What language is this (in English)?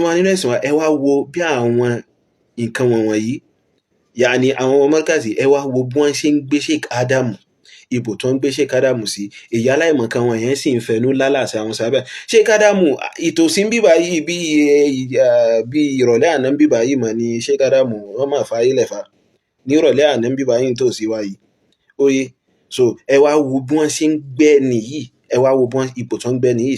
Yoruba